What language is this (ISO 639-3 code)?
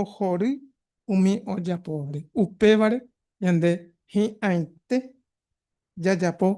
grn